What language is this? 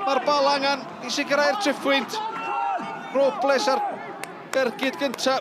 Welsh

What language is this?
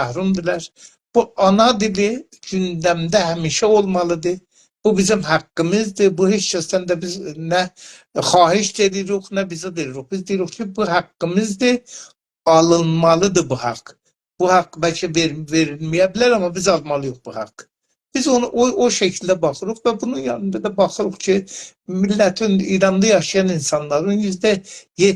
South Azerbaijani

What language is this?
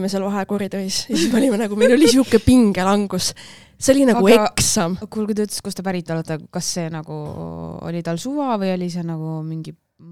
Estonian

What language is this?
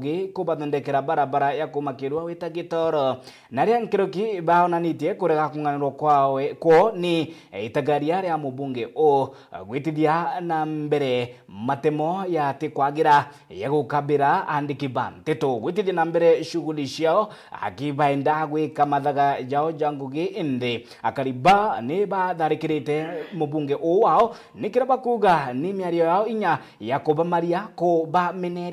Meru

